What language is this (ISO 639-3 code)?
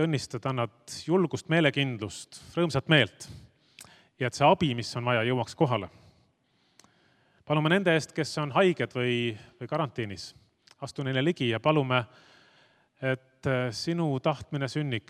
est